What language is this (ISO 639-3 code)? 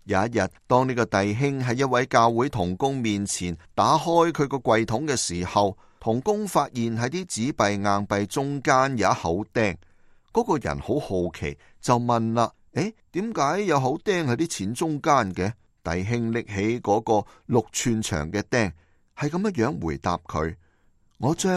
yue